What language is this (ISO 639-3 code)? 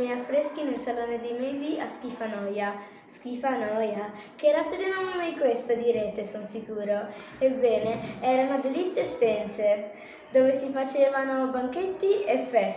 ita